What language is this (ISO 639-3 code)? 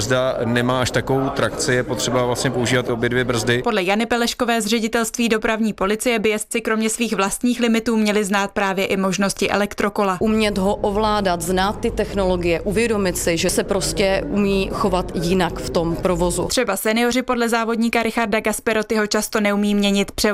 ces